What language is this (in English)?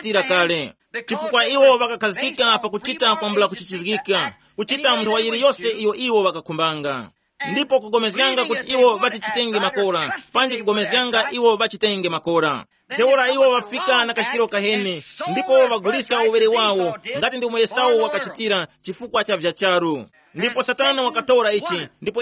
Tumbuka